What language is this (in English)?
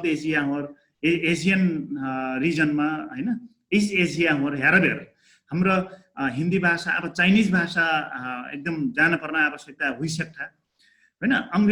Dangaura Tharu